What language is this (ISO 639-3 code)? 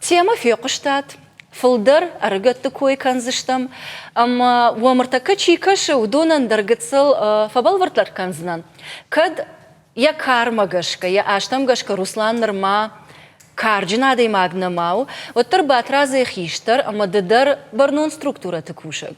oss